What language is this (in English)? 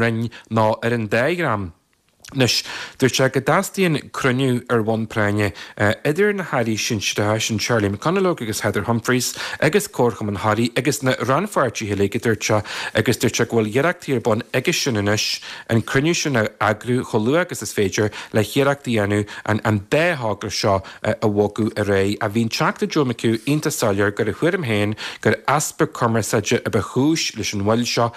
Irish